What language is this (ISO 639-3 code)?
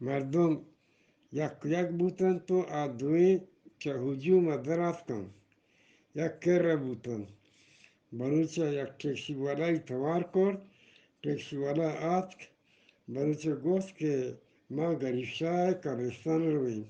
bgp